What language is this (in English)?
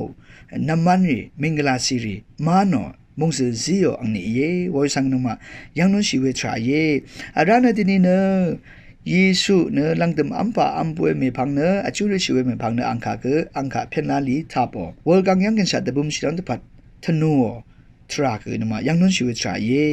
Rawang